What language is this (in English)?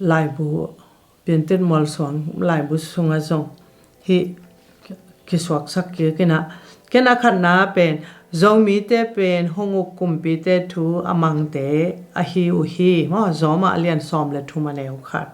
Tedim Chin